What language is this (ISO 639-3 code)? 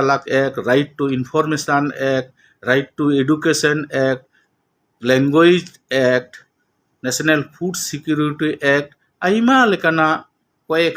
sat